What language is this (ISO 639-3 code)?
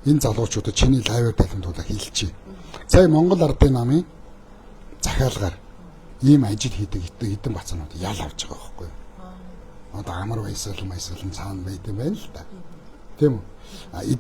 mon